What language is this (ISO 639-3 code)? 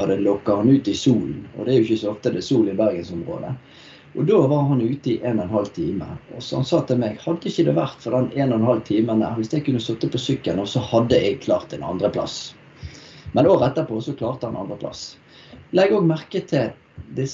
nor